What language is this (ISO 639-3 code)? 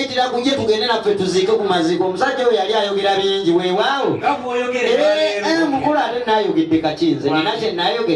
lug